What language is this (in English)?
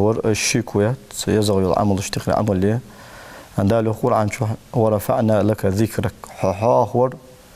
Ingush